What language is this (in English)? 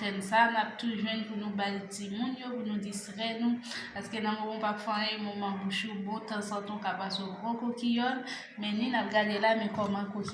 Haitian Creole